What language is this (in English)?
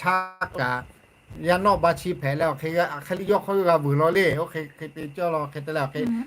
Lahu